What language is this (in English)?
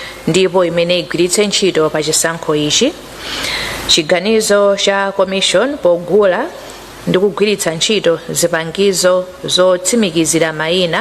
Nyanja